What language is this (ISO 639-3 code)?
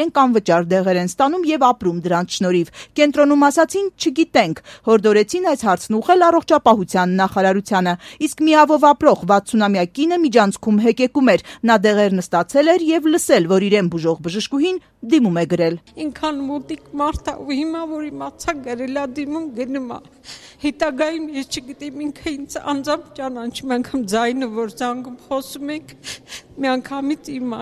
hye